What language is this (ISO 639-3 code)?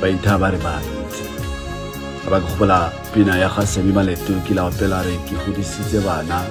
tsn